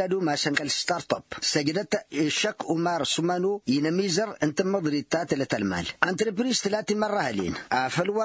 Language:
Tamasheq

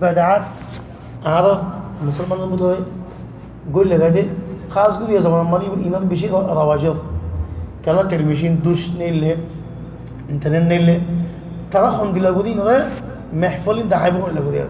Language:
Rohingya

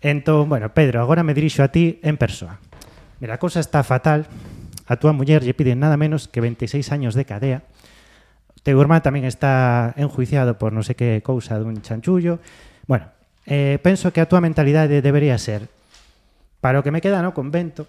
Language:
Galician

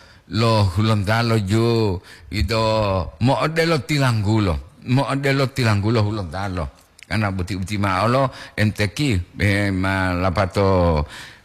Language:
Gorontalo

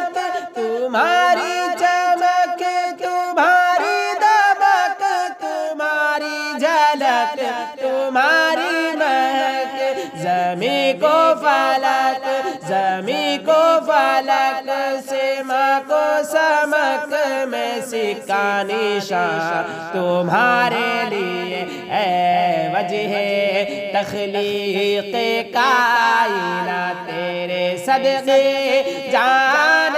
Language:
Urdu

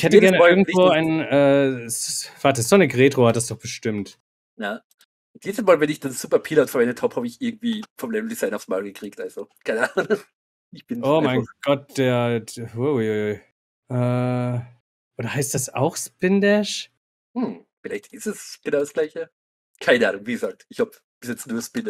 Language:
German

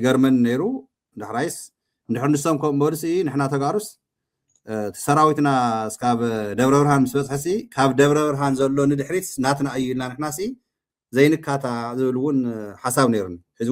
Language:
Tigrinya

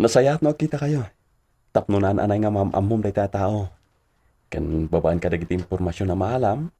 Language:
Iloko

